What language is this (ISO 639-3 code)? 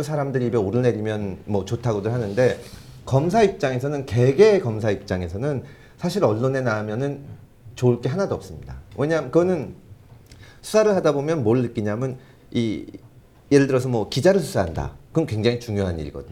kor